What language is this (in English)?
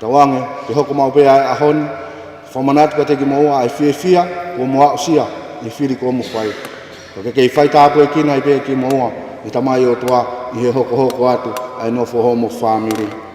Tongan